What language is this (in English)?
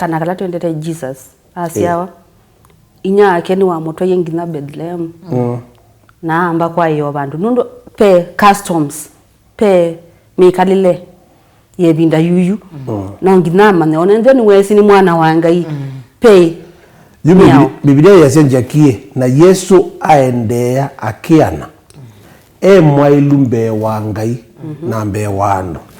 Kamba